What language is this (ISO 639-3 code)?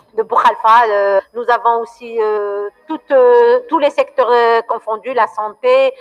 kab